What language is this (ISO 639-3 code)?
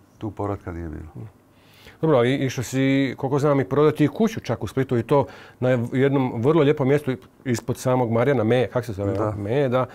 hrv